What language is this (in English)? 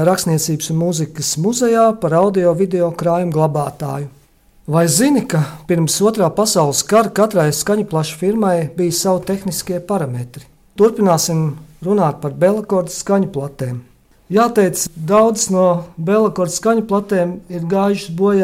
Latvian